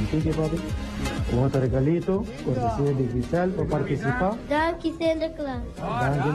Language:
Papiamento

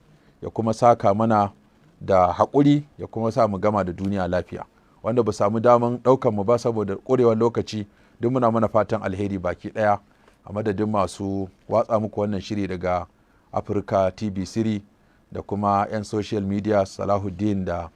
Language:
Hausa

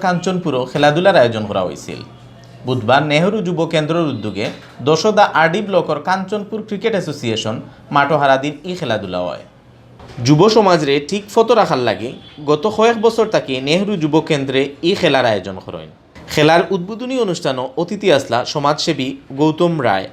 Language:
Sylheti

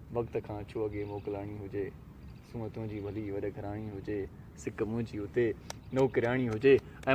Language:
Sindhi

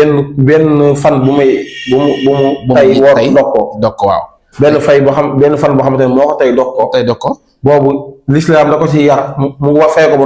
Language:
Wolof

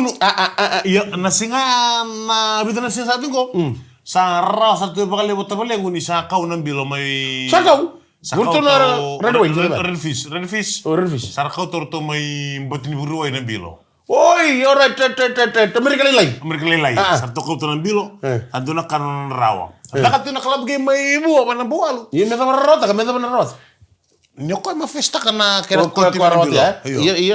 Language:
Fijian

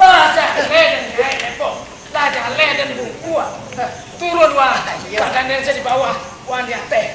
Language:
Minangkabau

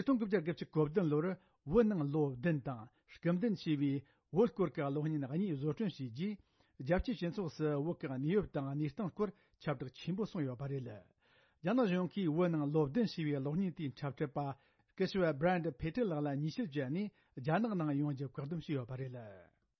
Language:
Tibetan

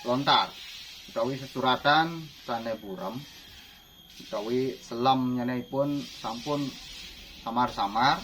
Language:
Balinese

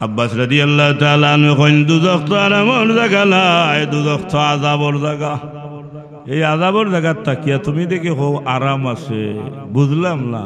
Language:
Sylheti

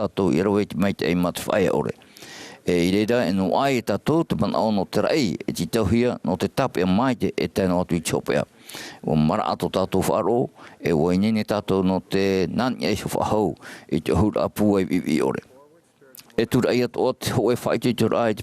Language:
Tahitian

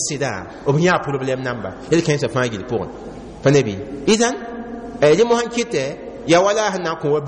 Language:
Mossi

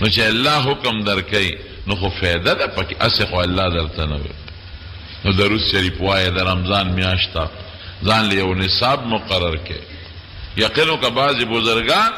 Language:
Pashto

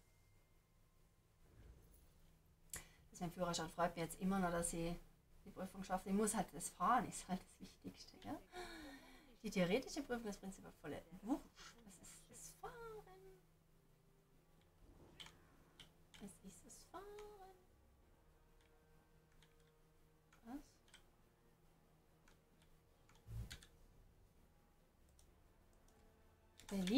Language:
German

